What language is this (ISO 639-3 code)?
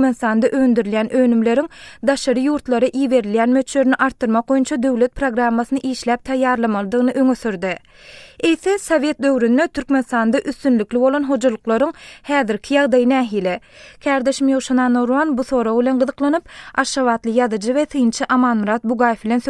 tuk